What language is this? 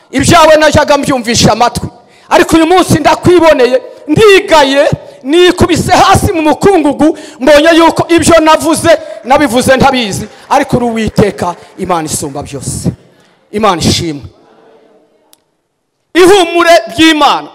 Kinyarwanda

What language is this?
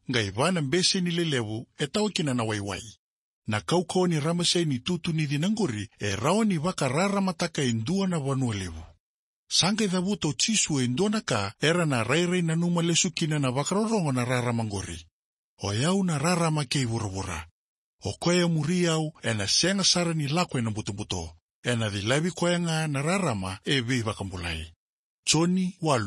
Fijian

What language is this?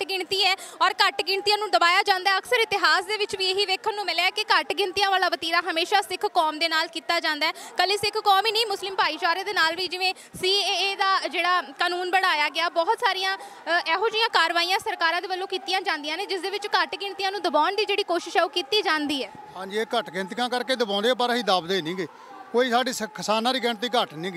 Punjabi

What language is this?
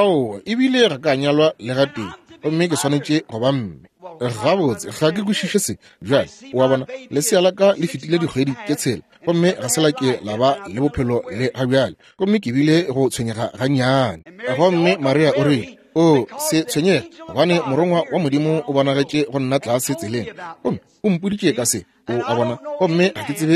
Northern Sotho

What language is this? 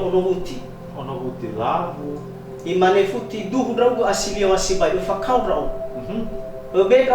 Nias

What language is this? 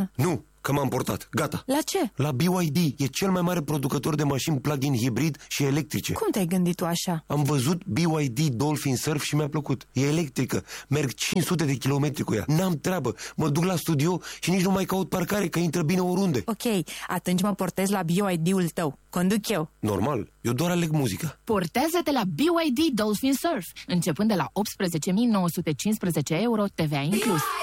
Romanian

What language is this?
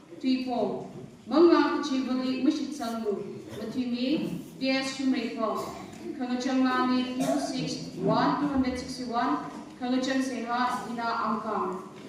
Tangkhul Naga (India)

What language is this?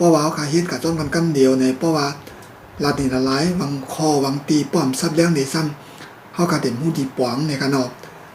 Shan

